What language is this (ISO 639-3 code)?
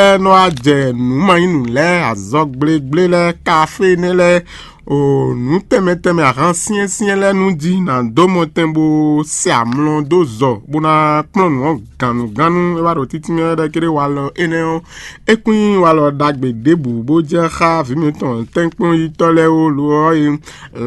fon